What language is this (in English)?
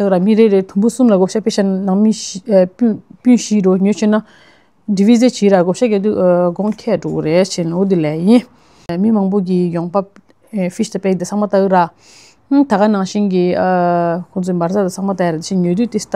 Tibetan